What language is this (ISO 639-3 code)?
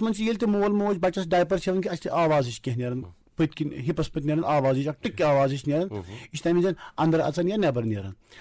kas